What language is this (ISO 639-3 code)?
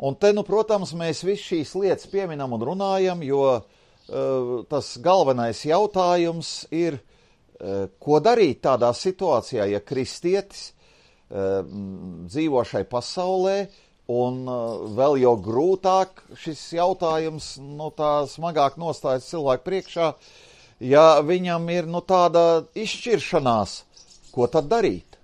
lav